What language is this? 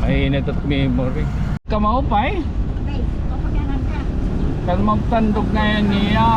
Waray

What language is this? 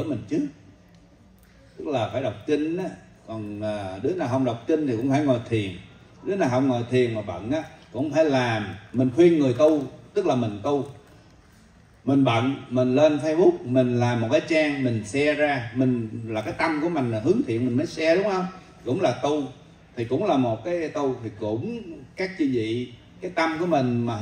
Vietnamese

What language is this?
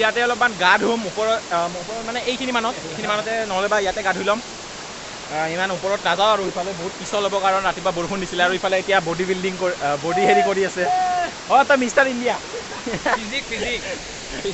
Assamese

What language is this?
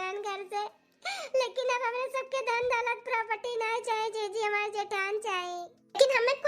Awadhi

